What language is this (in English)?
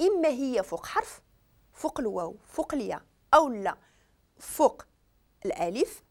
Moroccan Arabic